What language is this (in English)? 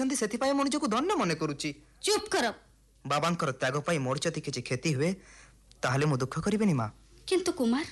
Odia